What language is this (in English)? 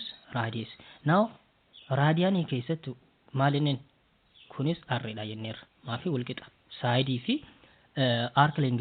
Oromo